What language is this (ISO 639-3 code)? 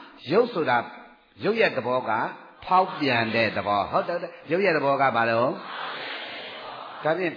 mya